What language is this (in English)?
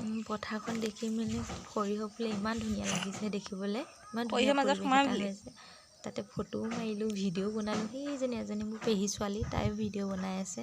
Assamese